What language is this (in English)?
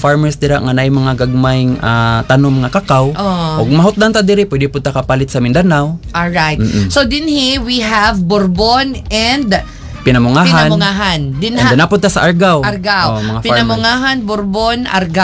Cebuano